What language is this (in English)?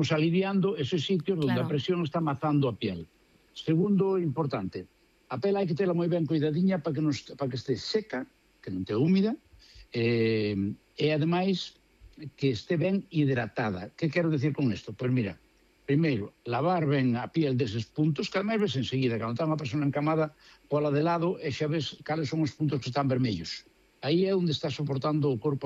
Galician